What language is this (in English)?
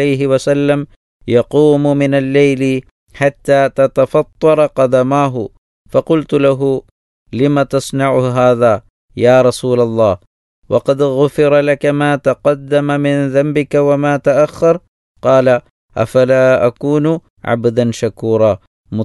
Malayalam